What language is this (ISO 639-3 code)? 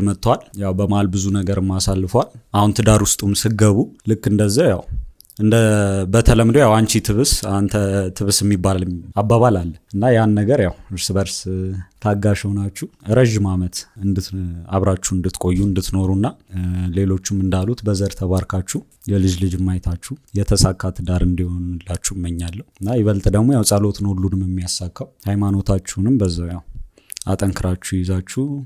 amh